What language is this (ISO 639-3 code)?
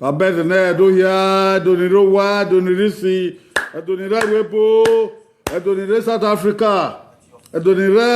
bin